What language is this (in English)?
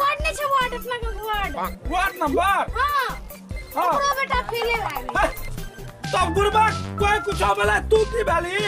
Maithili